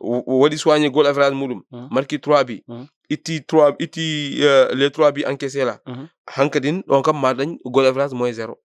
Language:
Fula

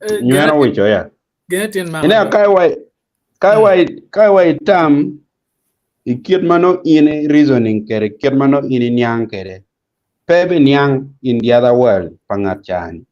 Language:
Acoli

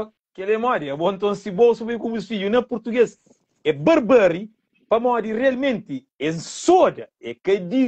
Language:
Kabuverdianu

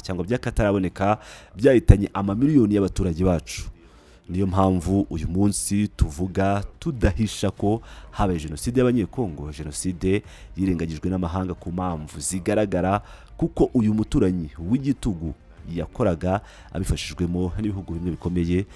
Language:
Kinyarwanda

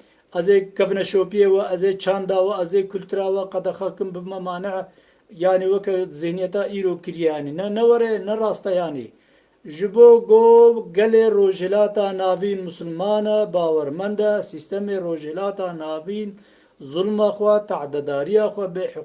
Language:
Kurdish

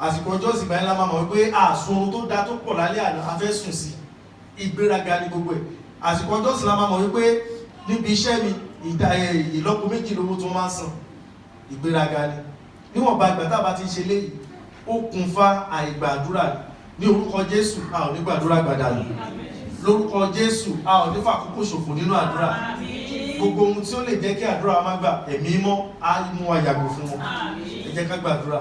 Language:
Yoruba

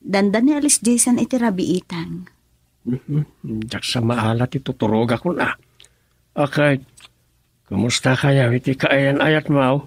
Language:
Iloko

